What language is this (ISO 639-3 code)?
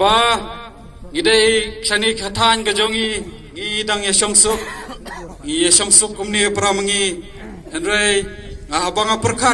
kha